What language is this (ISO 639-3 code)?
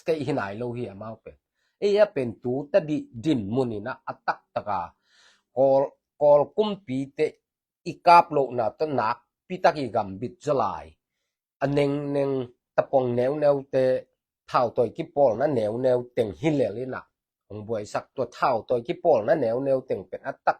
ctd